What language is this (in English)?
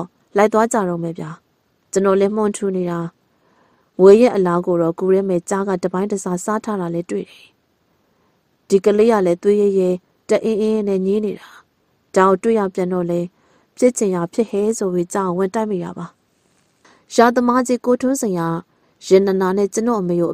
Burmese